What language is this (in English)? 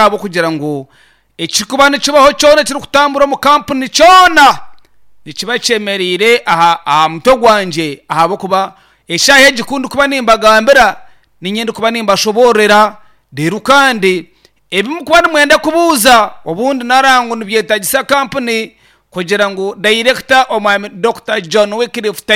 Nyankole